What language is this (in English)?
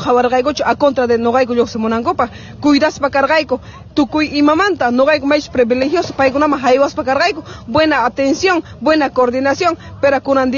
Quechua